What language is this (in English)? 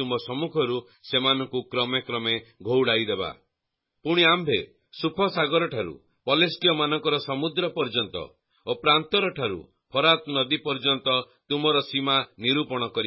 Odia